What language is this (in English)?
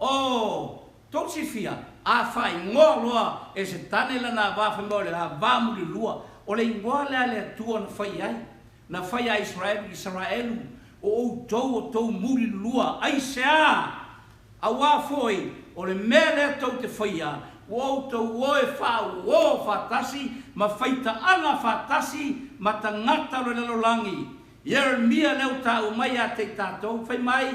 Samoan